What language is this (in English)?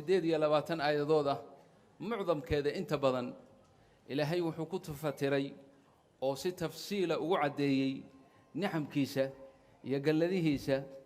Somali